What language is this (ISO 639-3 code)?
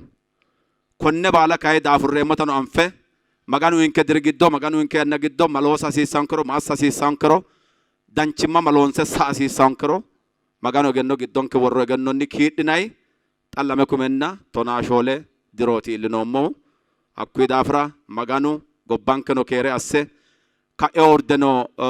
sid